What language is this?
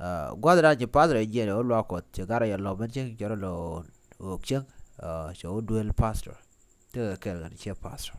Nuer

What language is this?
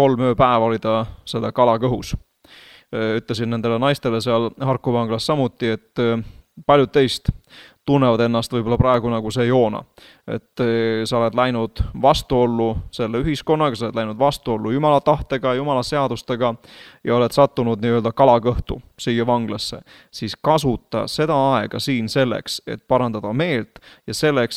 Estonian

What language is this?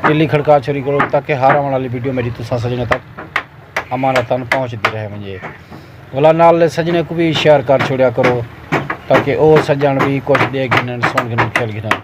Saraiki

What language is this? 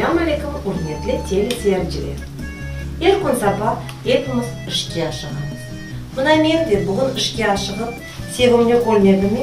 Crimean Tatar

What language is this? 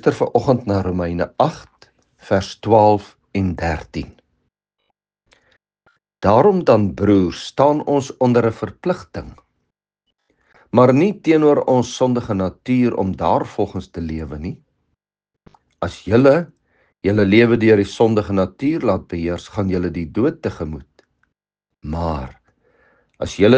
Afrikaans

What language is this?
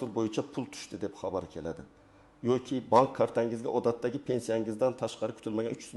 Uzbek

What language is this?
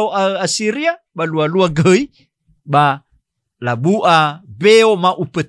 Nias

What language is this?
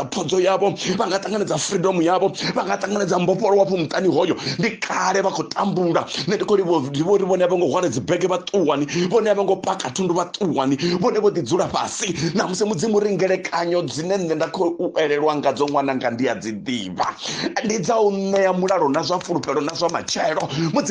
Venda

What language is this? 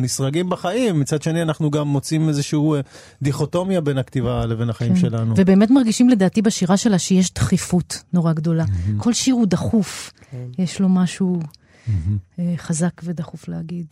Hebrew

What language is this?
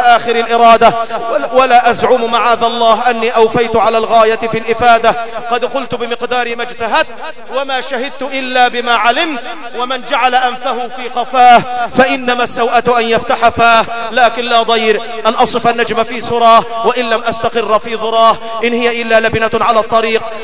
Egyptian Arabic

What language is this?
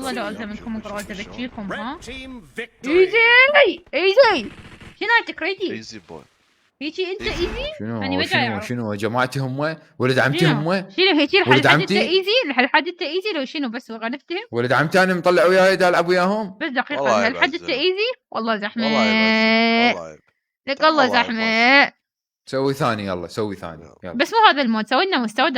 Mesopotamian Arabic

